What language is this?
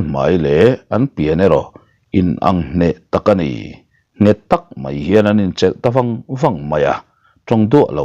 Mizo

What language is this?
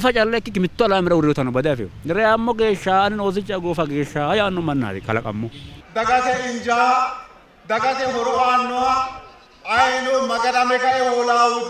Sidamo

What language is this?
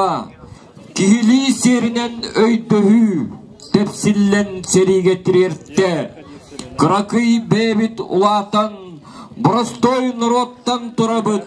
Yakut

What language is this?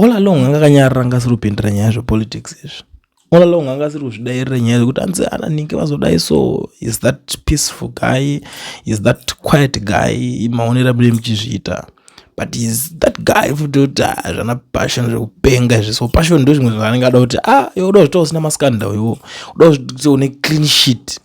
Shona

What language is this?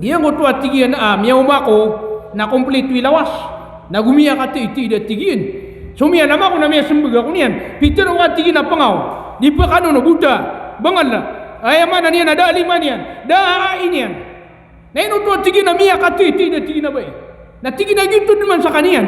Maranao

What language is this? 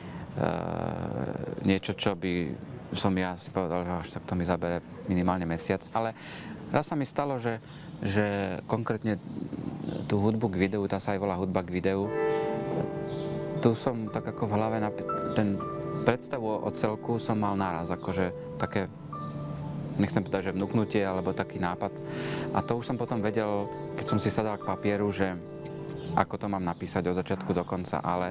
Slovak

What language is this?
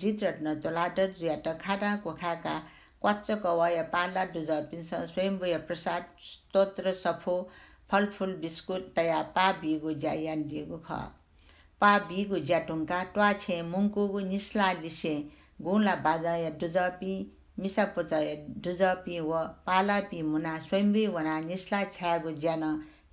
Newari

